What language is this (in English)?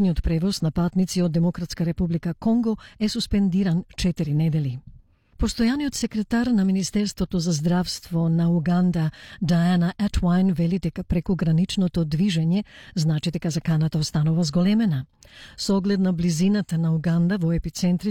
Macedonian